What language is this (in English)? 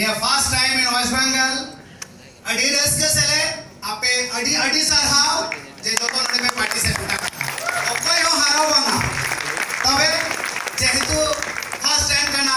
Santali